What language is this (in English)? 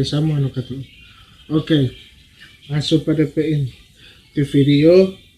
Manado Malay